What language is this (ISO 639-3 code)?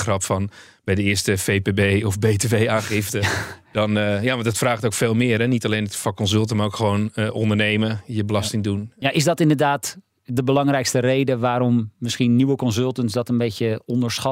nld